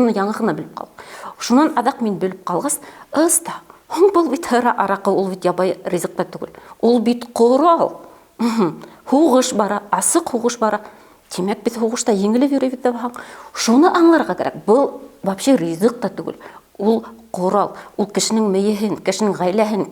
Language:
Bashkir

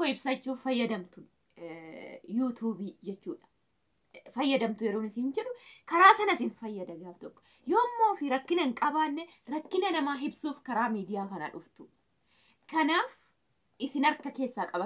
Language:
Oromo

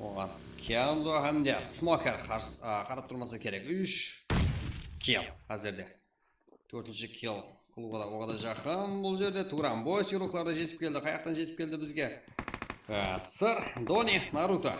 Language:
Kara-Kalpak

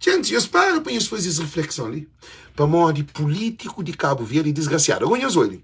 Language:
Kabuverdianu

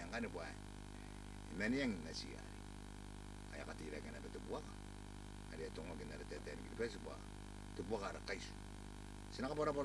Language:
Gilbertese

